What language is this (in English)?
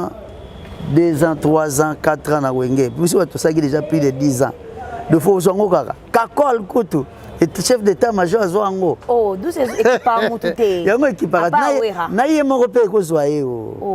Lingala